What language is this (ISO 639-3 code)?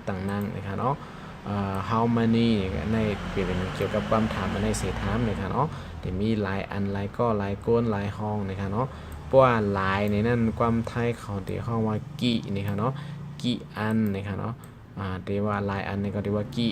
shn